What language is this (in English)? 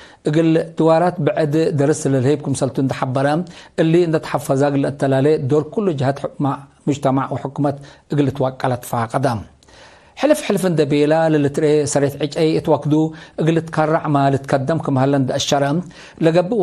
Tigre